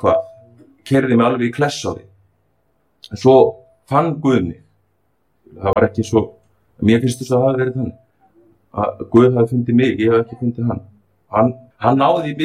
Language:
Icelandic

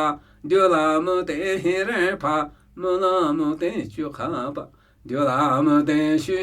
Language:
Namuyi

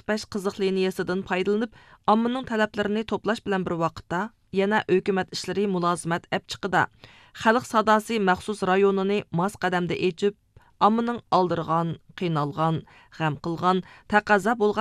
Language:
Uyghur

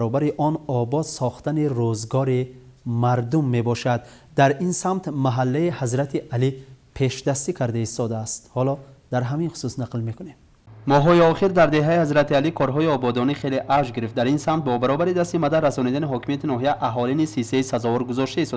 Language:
Tajik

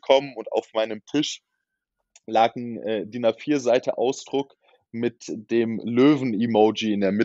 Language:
German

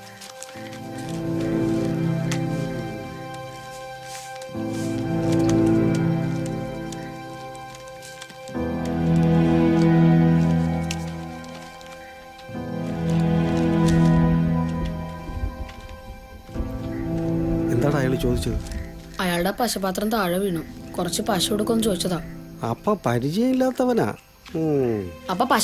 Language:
Malayalam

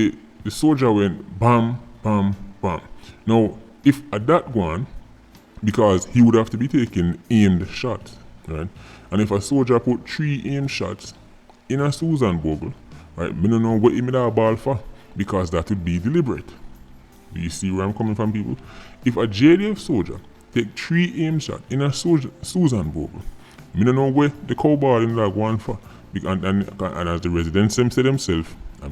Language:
Jamaican Creole English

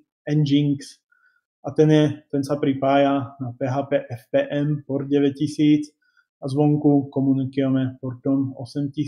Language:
Slovak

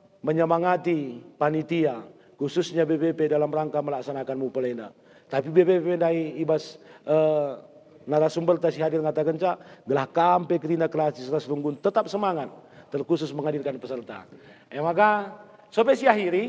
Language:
Batak Karo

